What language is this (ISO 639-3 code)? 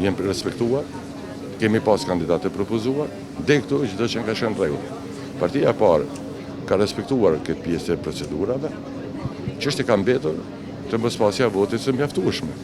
sqi